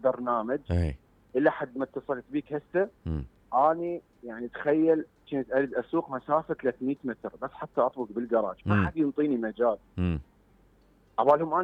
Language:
Mesopotamian Arabic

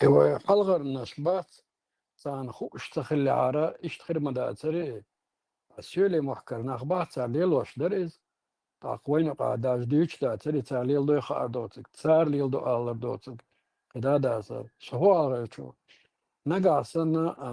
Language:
Chechen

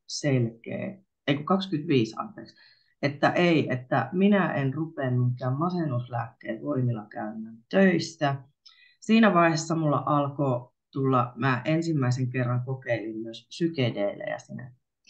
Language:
Finnish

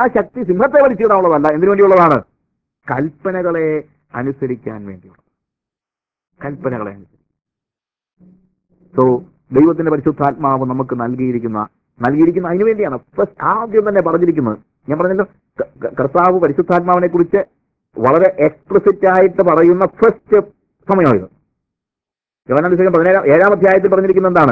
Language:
Malayalam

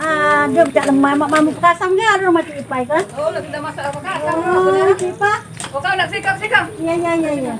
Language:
Musi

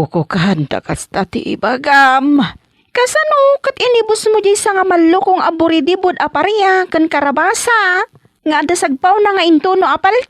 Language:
Iloko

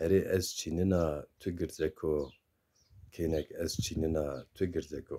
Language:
Zaza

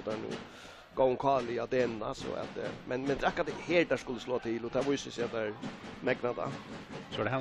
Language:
Faroese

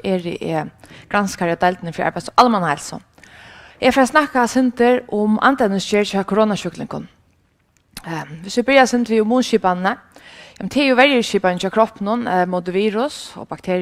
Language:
Faroese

